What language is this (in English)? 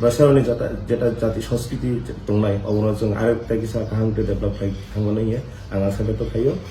Kok Borok